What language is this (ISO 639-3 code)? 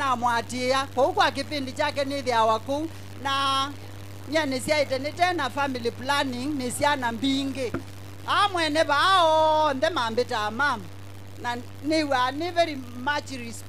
kam